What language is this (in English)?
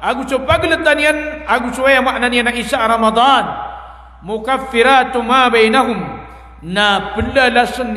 Maranao